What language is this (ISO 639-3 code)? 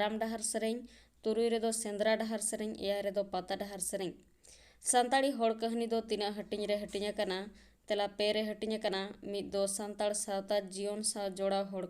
sat